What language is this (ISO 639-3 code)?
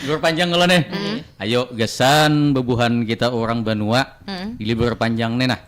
bjn